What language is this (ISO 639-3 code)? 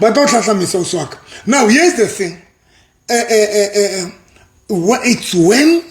sot